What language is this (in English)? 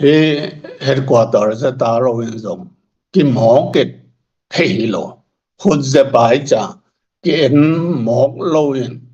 Tedim Chin